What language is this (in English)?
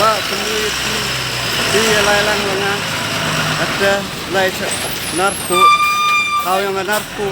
Khasi